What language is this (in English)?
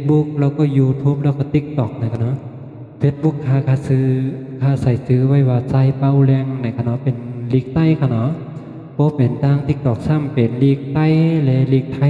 Shan